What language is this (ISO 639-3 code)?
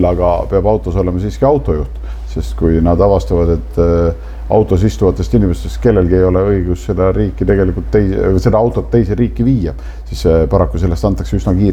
est